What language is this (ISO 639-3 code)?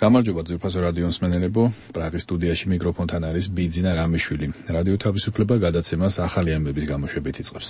kat